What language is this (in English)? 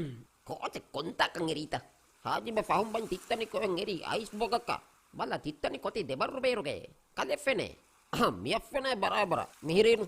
Divehi